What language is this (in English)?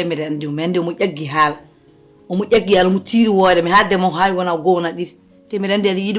Fula